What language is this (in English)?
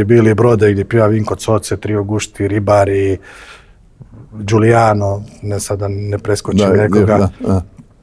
Croatian